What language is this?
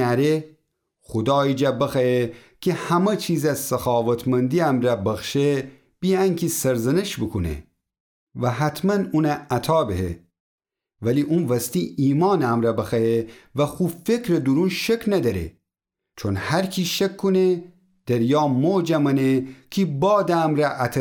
Gilaki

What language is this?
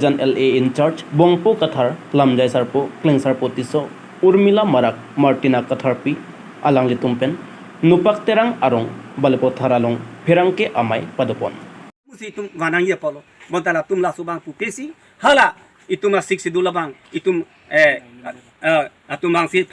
Karbi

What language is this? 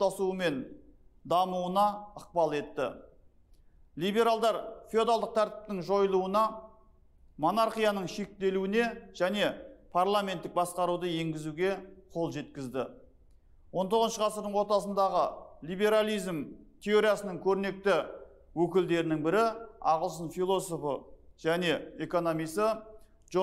Kazakh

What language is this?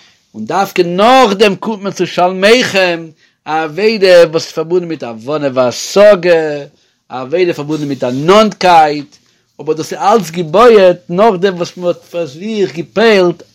Yiddish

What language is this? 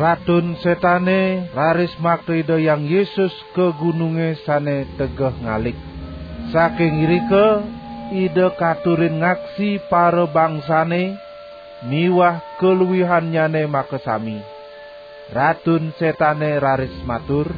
Balinese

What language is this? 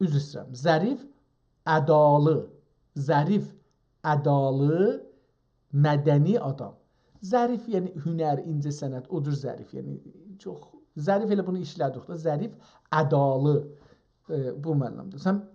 South Azerbaijani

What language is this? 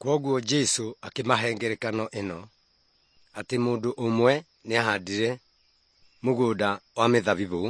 Kikuyu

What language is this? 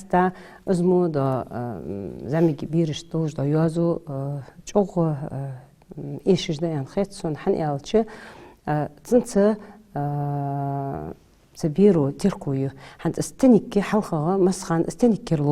Ingush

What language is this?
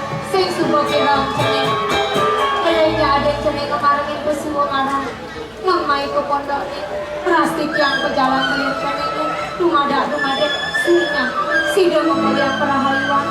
Balinese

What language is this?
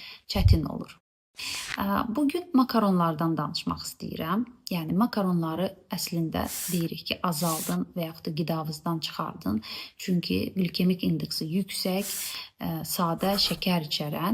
Azerbaijani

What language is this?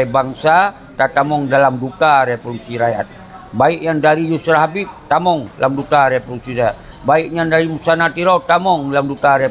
Achinese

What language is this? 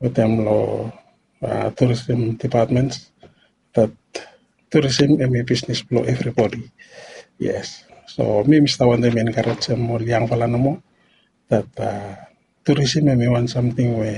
Bislama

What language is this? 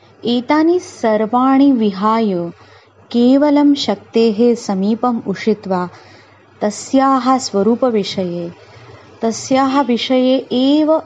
Sanskrit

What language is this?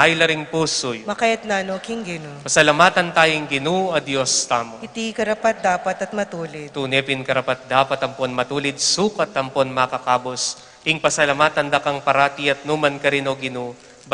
Pampanga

